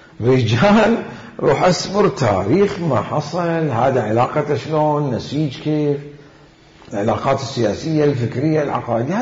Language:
Mesopotamian Arabic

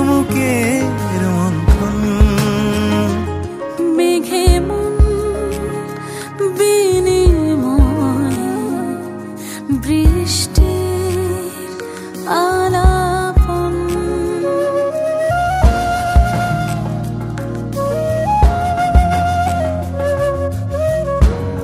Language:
Bangla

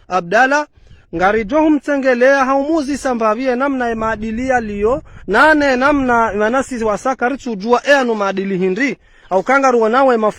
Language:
Ngazidja Comorian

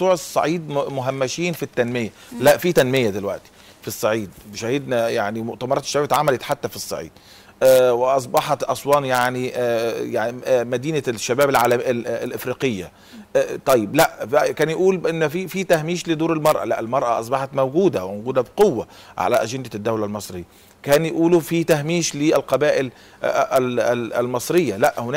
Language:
Egyptian Arabic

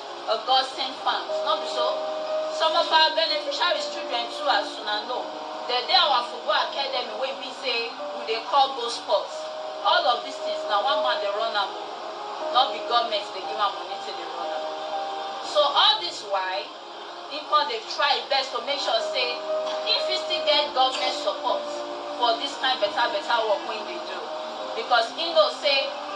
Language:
Nigerian Pidgin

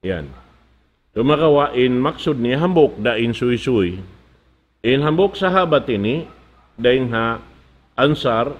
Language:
Tausug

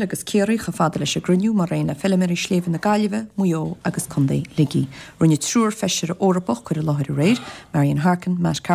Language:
Irish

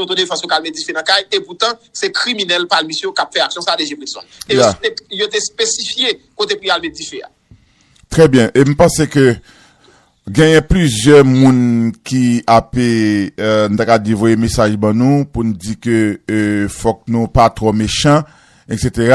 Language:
Haitian Creole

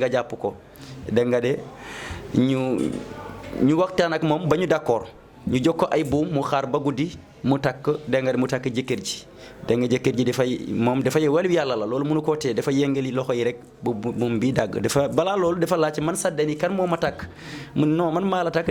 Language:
Wolof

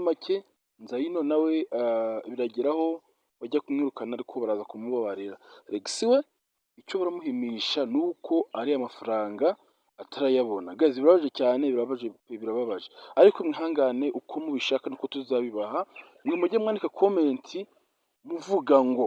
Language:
Kinyarwanda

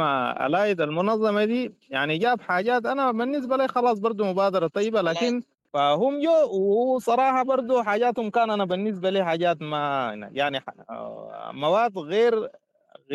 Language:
Sudanese Arabic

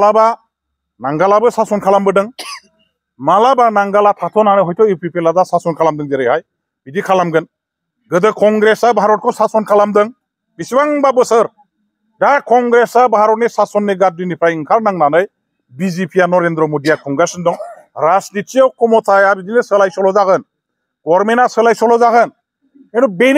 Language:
Bodo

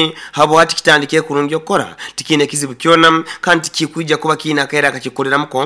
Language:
Nyoro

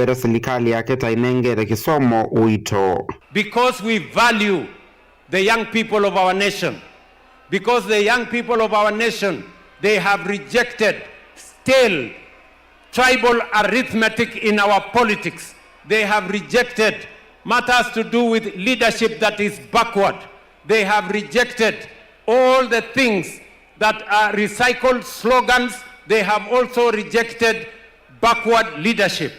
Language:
Kamba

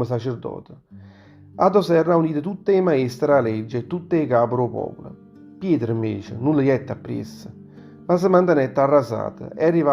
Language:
Neapolitan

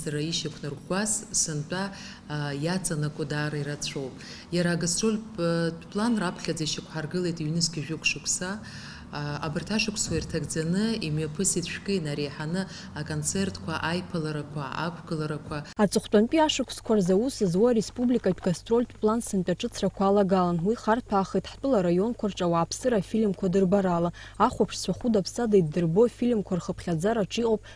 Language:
Abkhazian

